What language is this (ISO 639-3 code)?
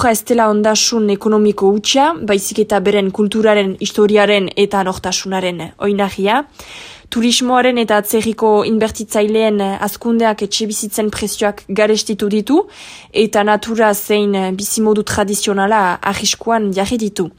eus